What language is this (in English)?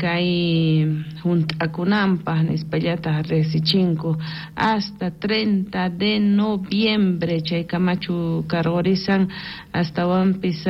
South Bolivian Quechua